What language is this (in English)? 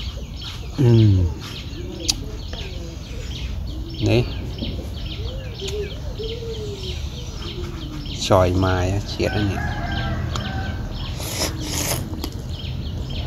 Vietnamese